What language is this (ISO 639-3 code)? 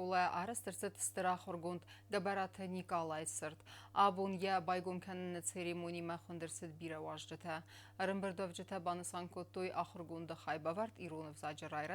oss